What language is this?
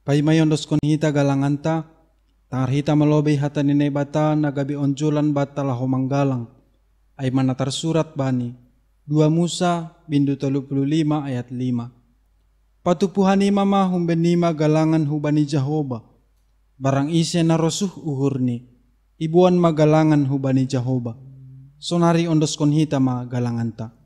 Batak Simalungun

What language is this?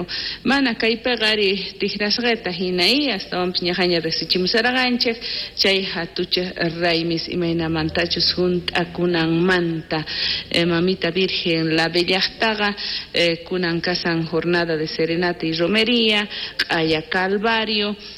South Bolivian Quechua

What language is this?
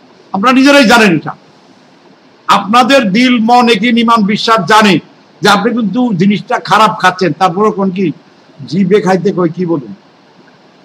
Bangla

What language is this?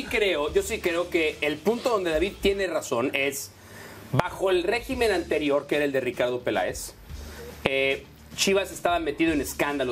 Spanish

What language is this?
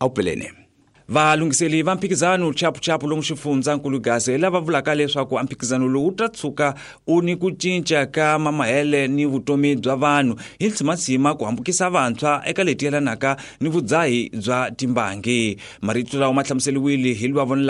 Tsonga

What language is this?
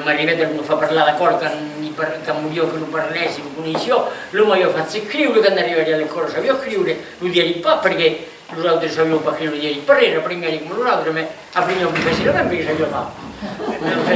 Occitan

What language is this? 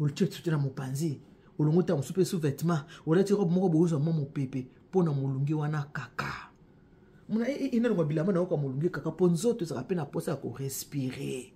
Lingala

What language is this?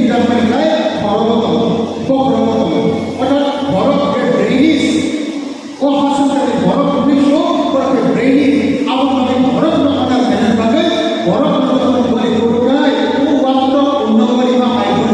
Kok Borok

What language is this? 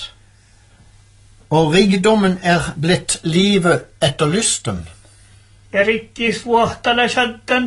Norwegian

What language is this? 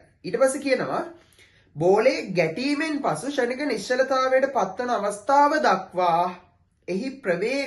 Sinhala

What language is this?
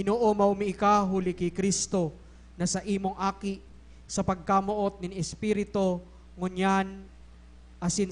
Bikol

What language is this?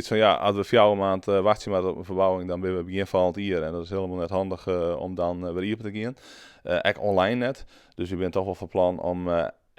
Western Frisian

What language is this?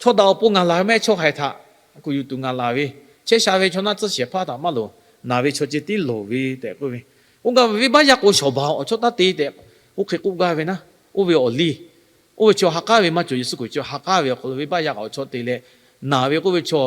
Lahu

